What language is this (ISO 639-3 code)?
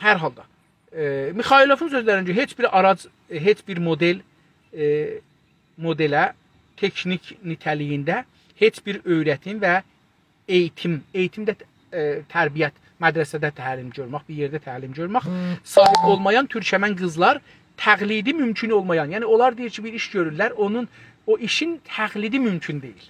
azb